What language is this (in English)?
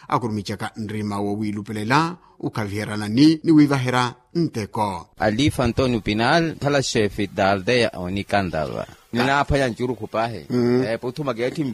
Makhuwa